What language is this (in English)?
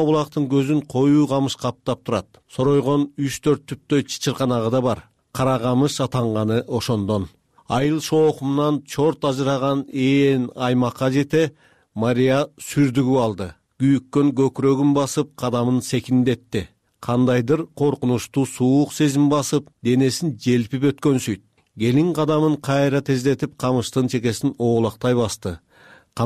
Kyrgyz